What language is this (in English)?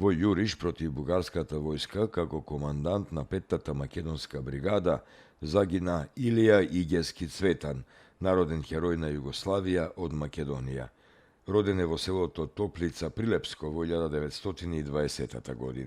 Macedonian